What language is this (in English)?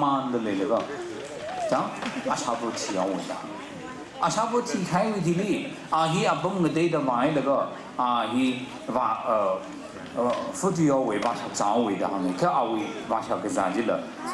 Tangkhul Naga (India)